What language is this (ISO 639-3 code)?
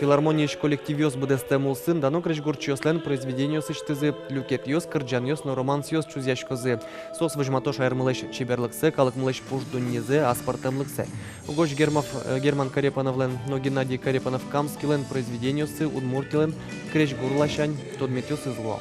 udm